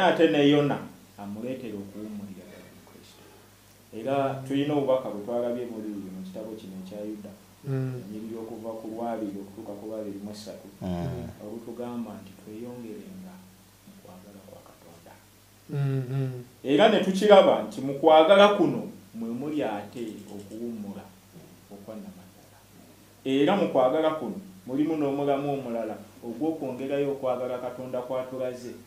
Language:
Ganda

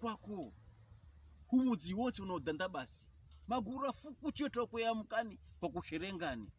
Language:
Pokomo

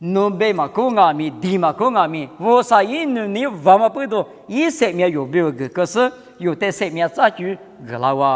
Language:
Lisu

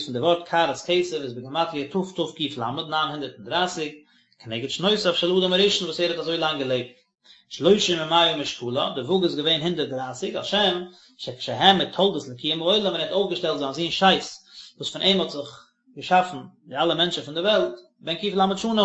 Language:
Yiddish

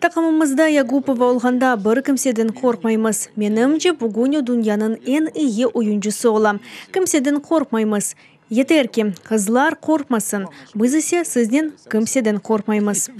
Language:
Crimean Tatar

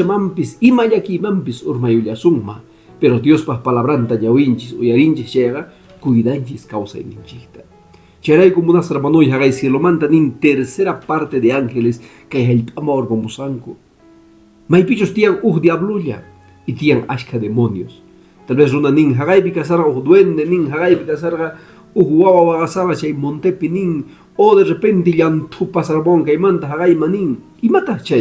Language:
Quechua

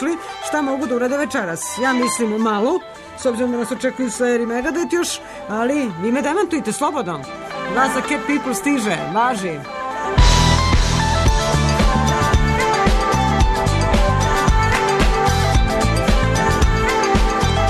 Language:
Serbian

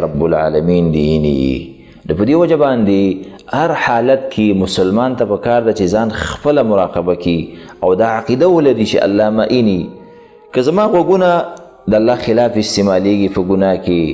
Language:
Pashto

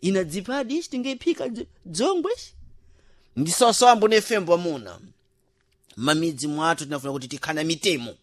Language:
Sena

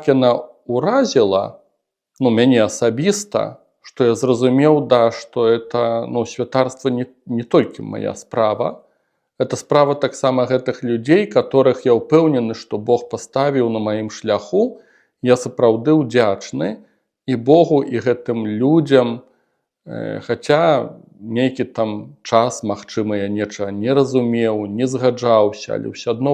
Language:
Belarusian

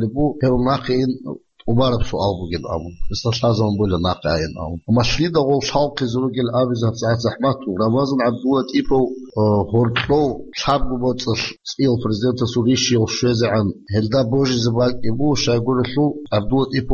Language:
Avaric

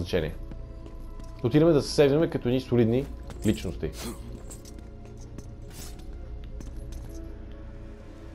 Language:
Bulgarian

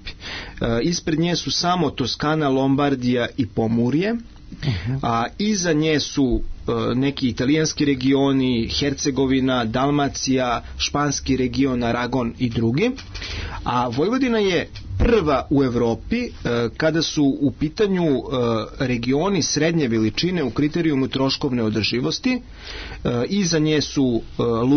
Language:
Serbian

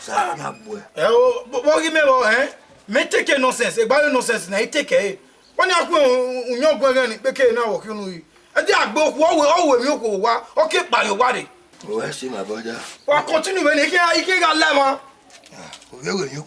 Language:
Bini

